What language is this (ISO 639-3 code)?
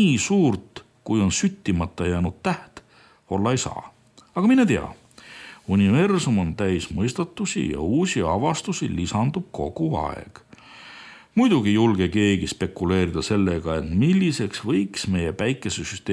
est